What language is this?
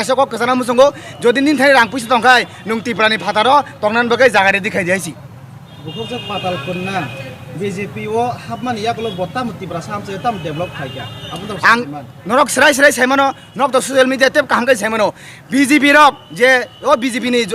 Kok Borok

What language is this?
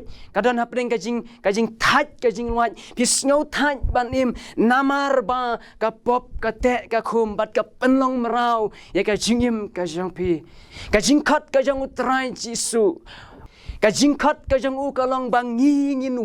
Khasi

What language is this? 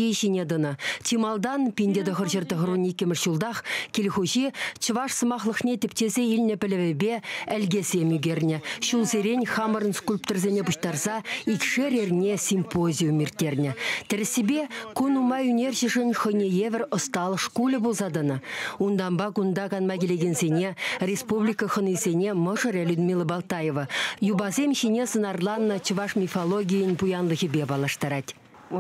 Chuvash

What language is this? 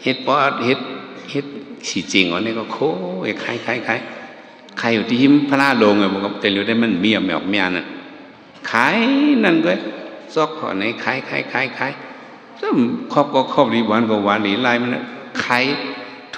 Shan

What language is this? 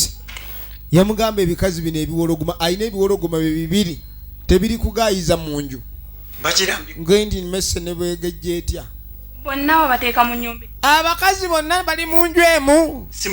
Ganda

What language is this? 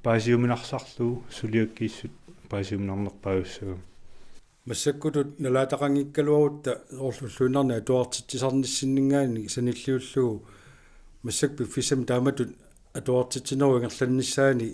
Kalaallisut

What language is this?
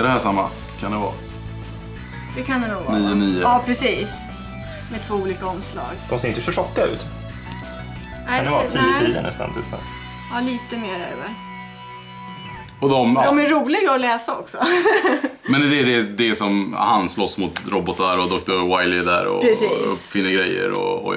Swedish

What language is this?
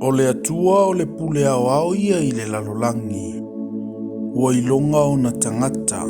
Samoan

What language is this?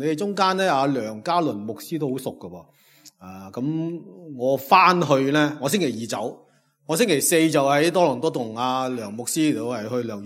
Cantonese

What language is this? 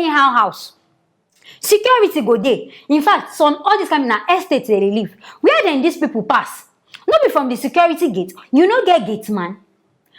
Nigerian Pidgin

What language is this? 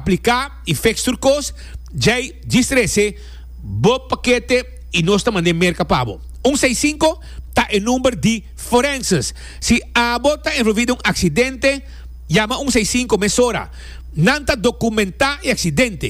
Papiamento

